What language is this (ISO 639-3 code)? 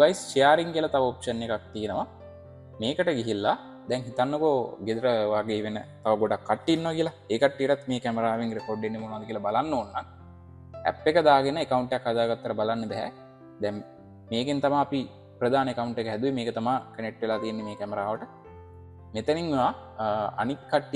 sin